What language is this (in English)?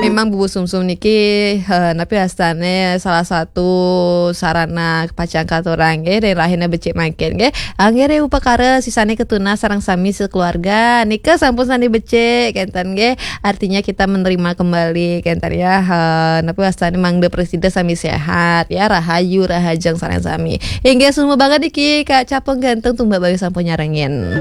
Balinese